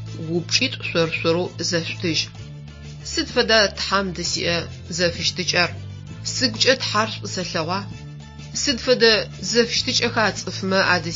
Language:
Adyghe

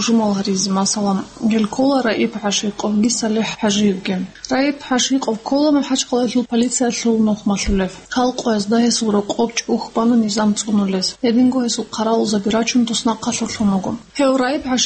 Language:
Avaric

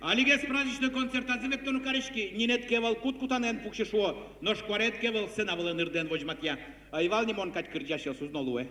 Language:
Udmurt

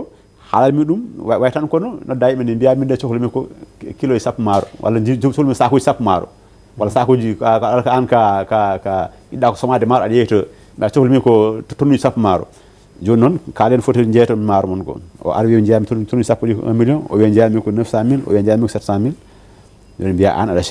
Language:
Fula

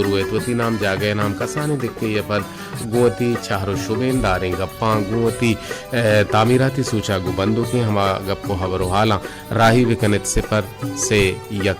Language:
Baluchi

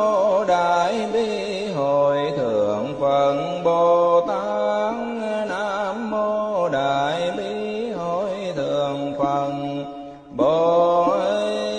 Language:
Vietnamese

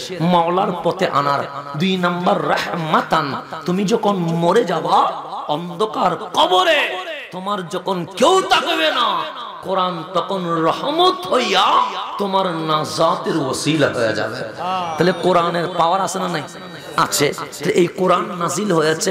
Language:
Bangla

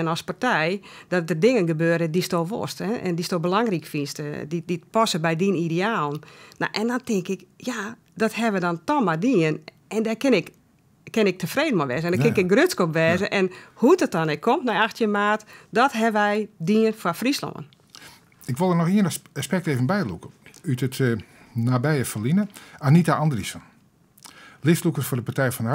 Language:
Western Frisian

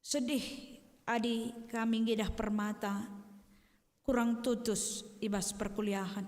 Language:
Batak Karo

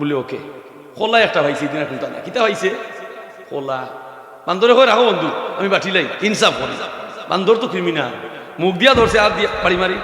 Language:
Sylheti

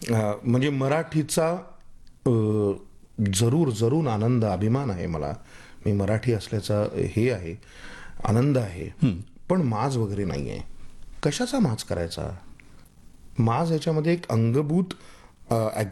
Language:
Marathi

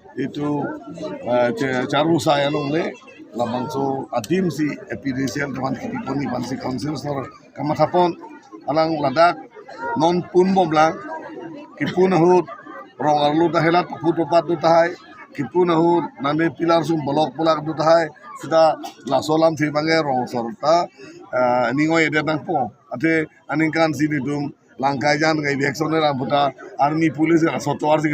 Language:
Karbi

